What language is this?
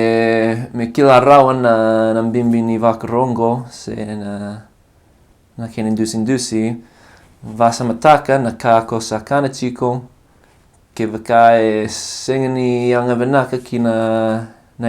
Fijian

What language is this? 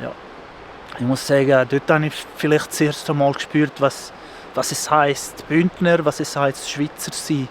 Swiss German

